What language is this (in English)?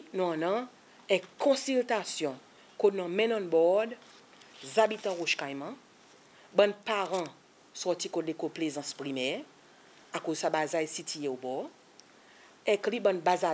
Seselwa Creole French